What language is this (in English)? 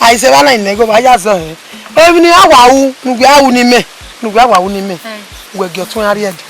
Bini